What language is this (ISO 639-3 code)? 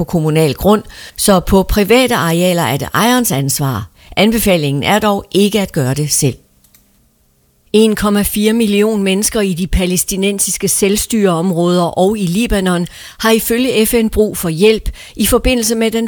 dan